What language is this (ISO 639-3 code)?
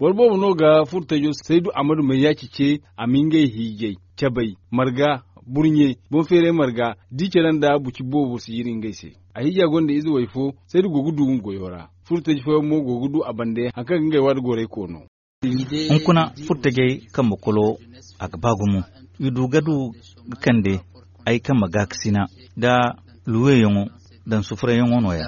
dje